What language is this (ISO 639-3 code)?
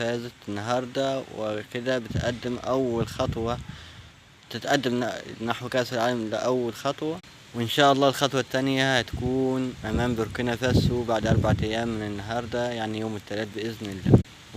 arz